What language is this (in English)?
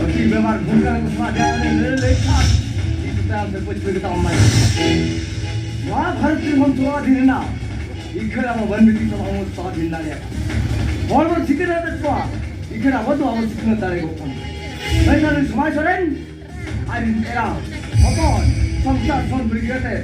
Santali